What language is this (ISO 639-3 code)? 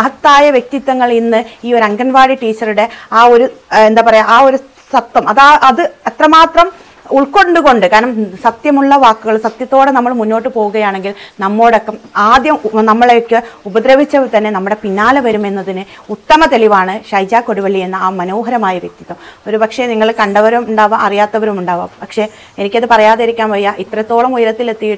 mal